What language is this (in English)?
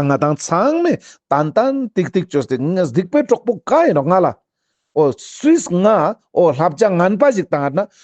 Ladakhi